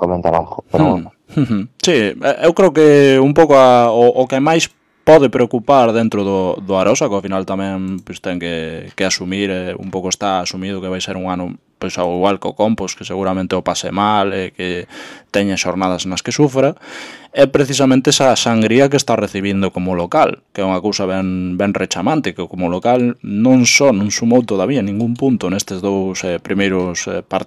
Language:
Galician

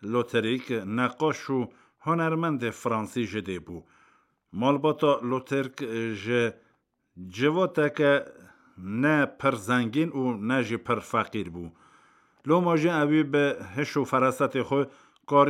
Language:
Kurdish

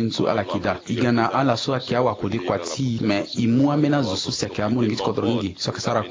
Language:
Sango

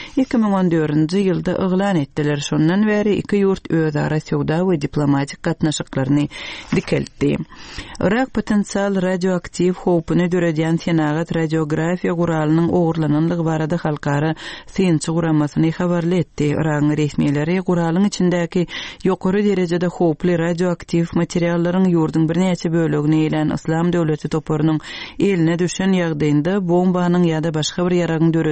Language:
Turkmen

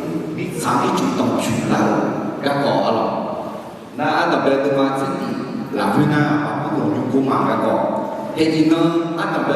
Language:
Akha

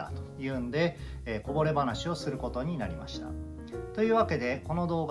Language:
Japanese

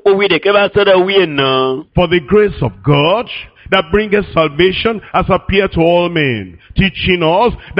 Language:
Ewe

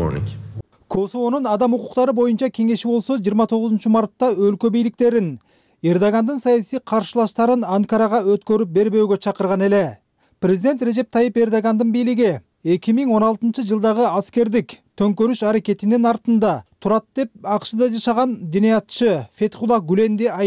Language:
Kyrgyz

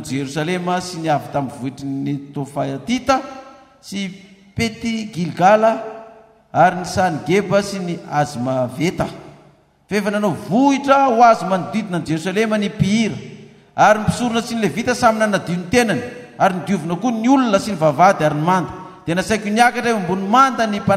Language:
Malagasy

